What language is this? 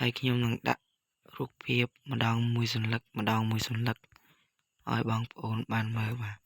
Khmer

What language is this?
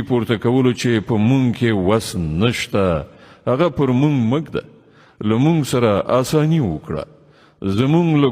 Pashto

